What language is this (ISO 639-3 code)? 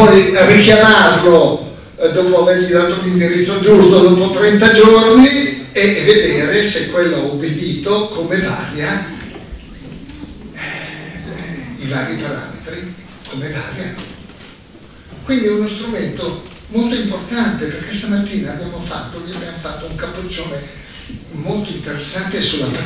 ita